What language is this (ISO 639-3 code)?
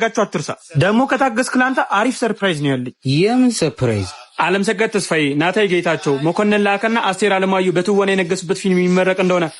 amh